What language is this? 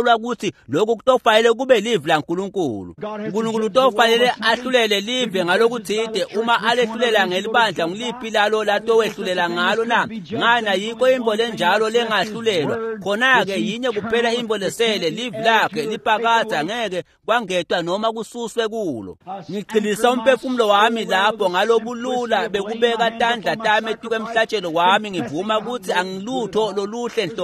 Swati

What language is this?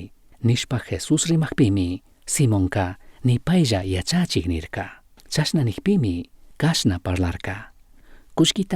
Chimborazo Highland Quichua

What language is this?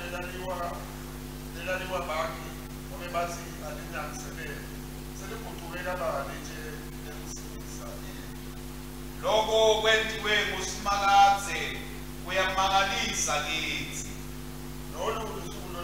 Swati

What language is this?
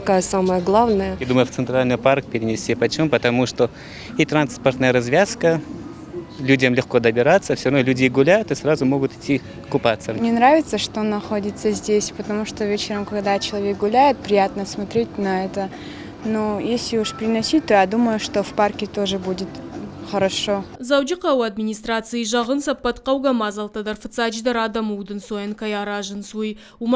Ossetic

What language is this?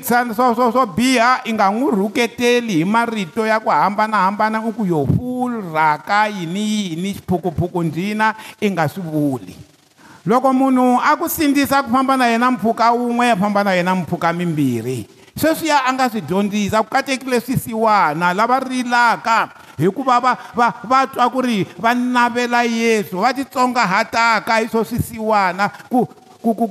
Tsonga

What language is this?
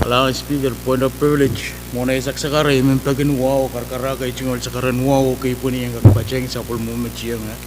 Pohnpeian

